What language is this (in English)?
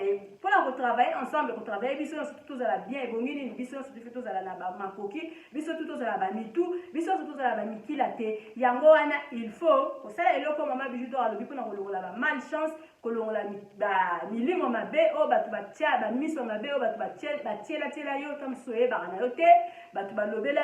Lingala